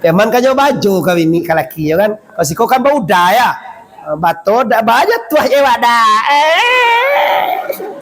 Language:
Minangkabau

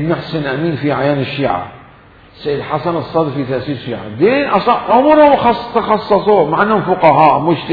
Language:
Mesopotamian Arabic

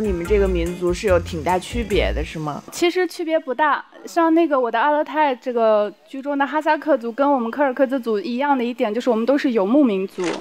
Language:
Chinese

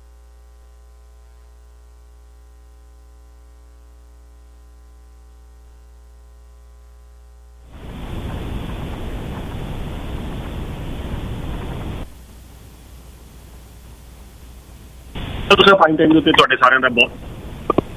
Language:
Punjabi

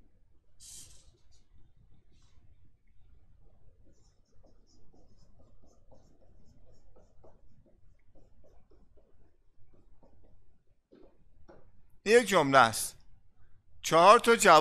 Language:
Persian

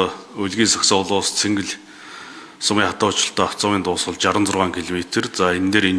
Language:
Mongolian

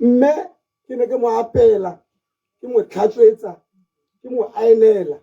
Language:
Tswana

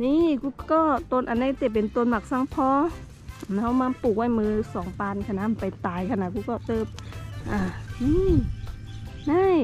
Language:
Shan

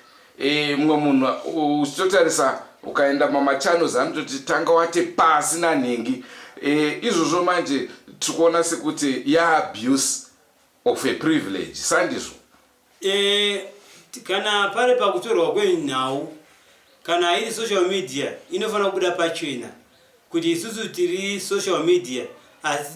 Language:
Shona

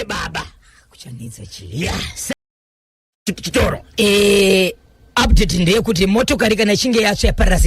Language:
Shona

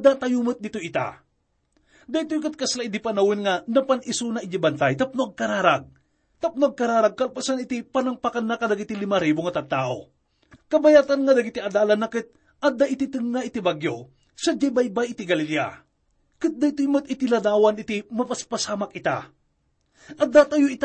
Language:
Iloko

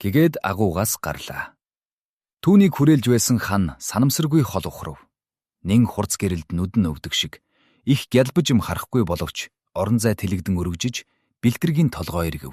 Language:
Mongolian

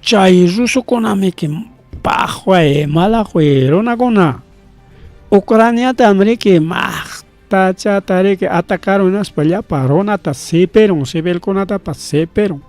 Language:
Ayacucho Quechua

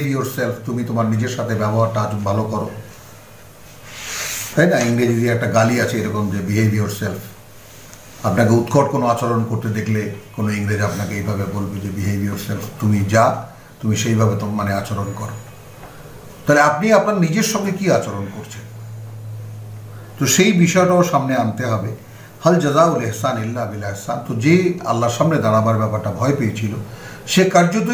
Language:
Bangla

